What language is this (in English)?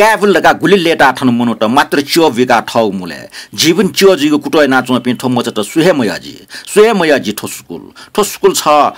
Newari